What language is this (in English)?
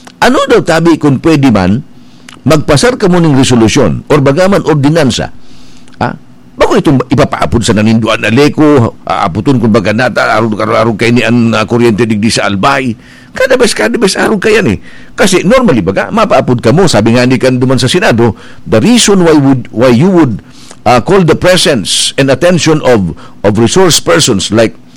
Bikol